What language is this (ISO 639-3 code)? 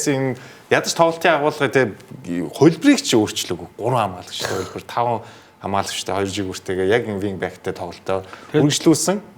mon